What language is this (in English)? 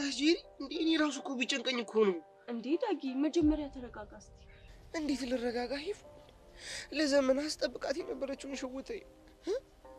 Amharic